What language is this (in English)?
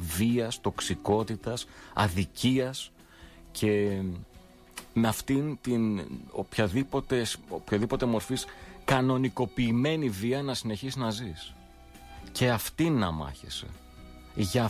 Greek